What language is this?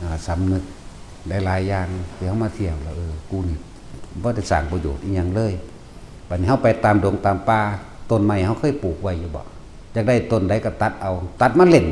Northeastern Thai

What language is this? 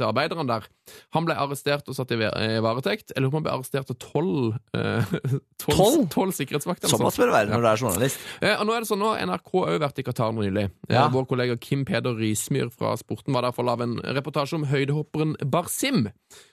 Norwegian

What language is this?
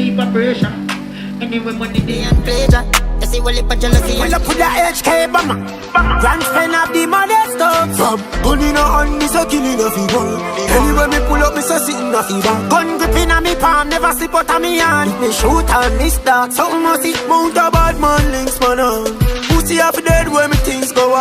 Jamaican Creole English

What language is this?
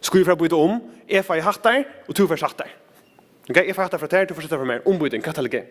Faroese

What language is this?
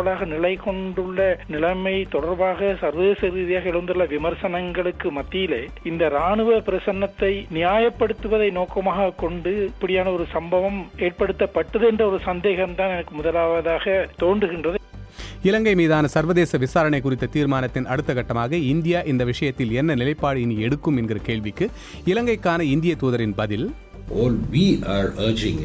Tamil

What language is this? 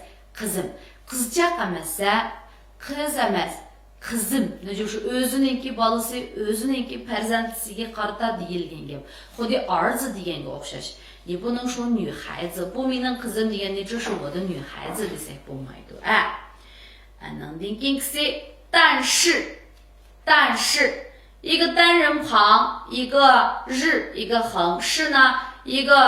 Uyghur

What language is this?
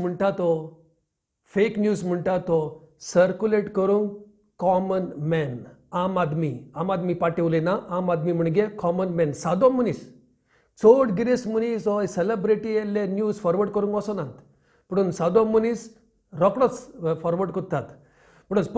Konkani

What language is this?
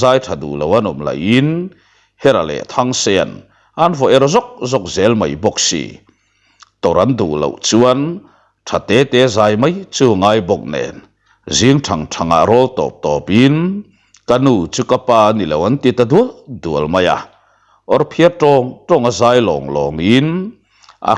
Mizo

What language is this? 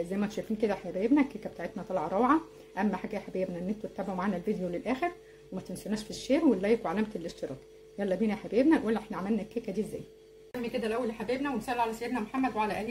Egyptian Arabic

